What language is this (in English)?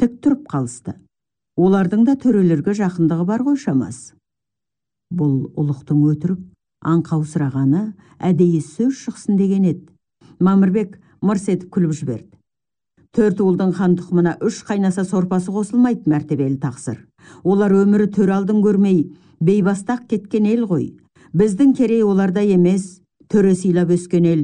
Kazakh